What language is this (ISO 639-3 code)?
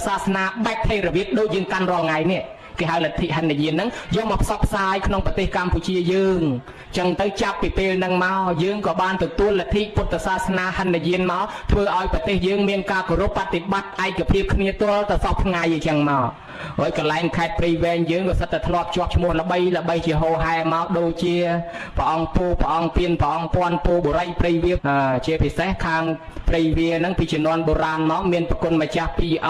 khm